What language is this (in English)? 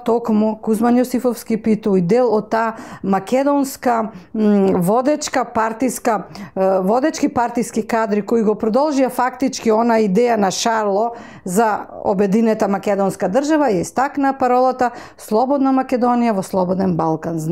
Macedonian